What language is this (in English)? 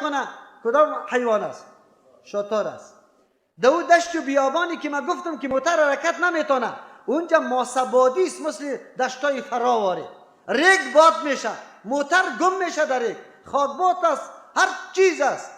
Persian